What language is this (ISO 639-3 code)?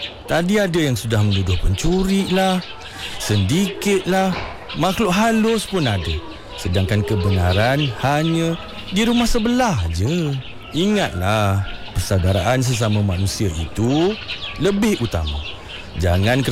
msa